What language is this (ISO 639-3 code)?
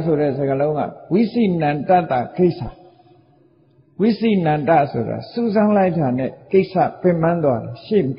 mya